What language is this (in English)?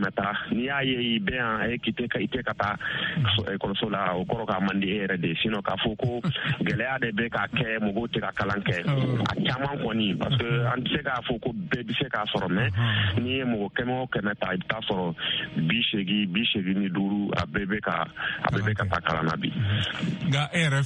Bambara